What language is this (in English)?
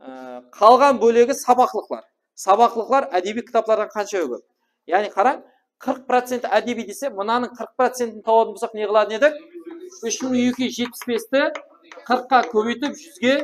Kara-Kalpak